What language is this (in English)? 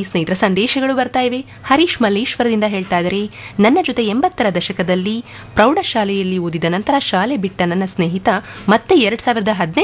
Kannada